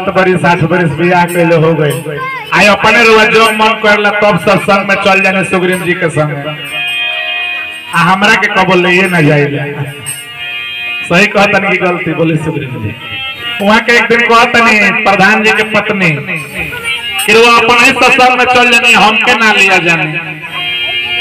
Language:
Bhojpuri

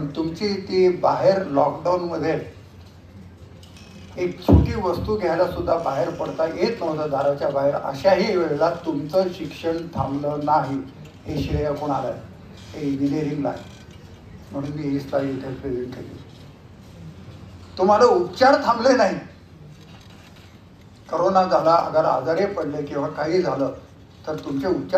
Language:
Marathi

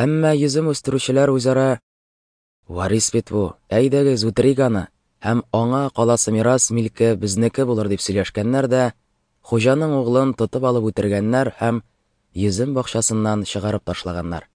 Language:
Tatar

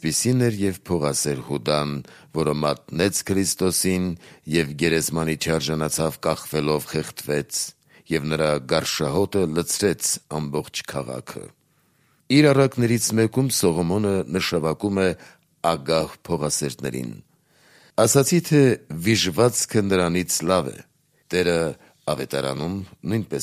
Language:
Armenian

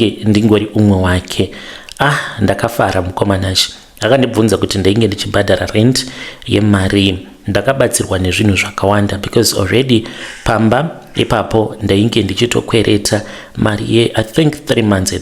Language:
Shona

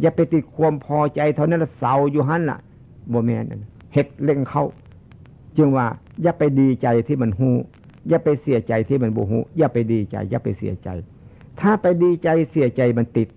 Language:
Northeastern Thai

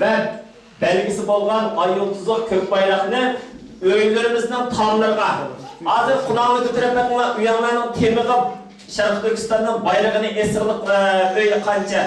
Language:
Uyghur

